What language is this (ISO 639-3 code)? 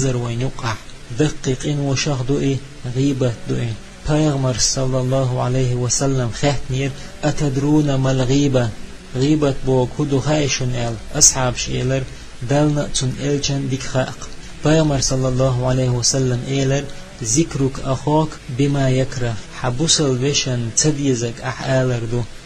che